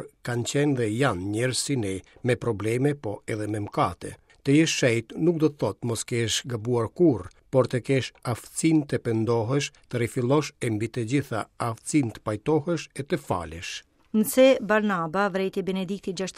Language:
Albanian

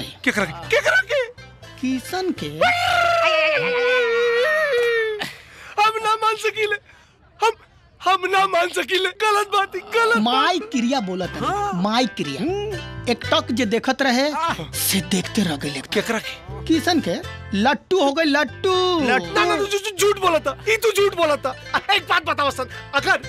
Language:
Bhojpuri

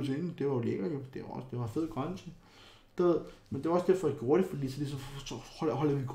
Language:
Danish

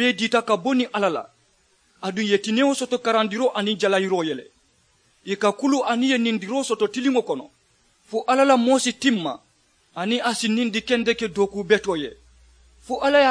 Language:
Mandingo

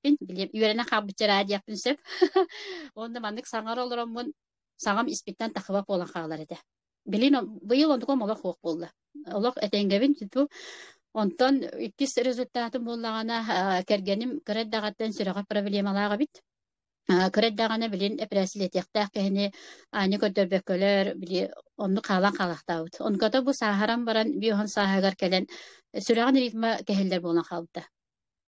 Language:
Yakut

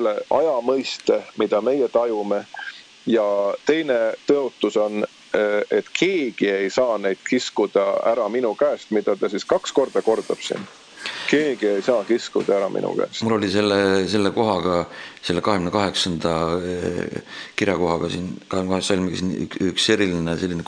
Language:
Estonian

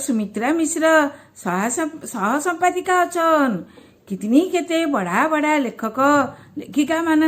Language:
Odia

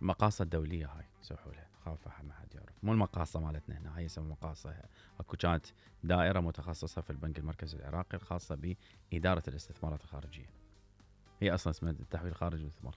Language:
Mesopotamian Arabic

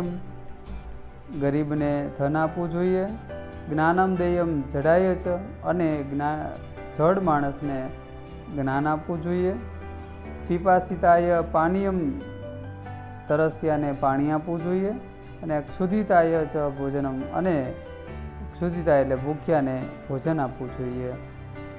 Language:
Gujarati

